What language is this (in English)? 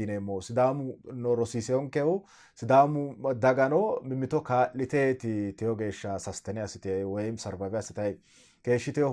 Sidamo